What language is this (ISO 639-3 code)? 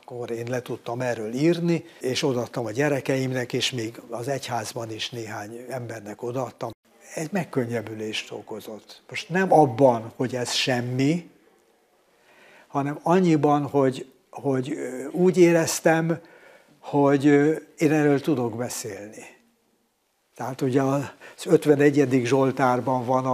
hun